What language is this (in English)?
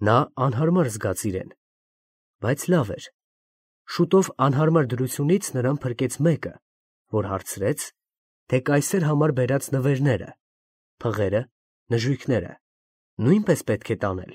Armenian